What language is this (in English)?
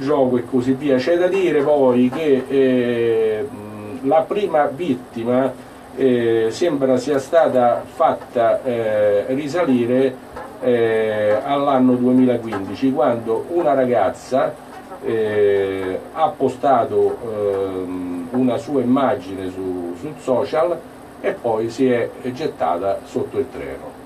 Italian